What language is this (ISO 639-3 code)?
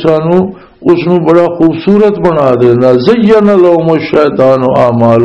lah